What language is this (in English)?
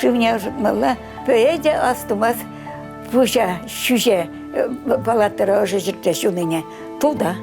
Chuvash